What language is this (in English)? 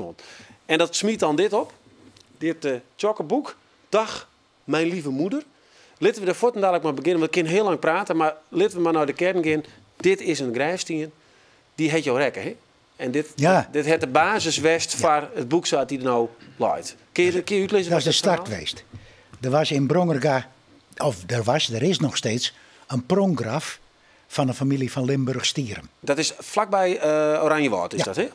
Western Frisian